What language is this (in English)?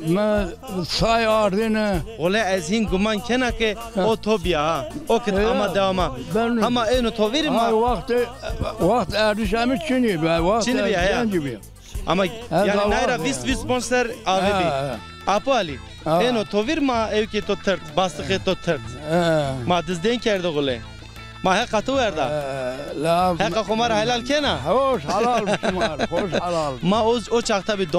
Zaza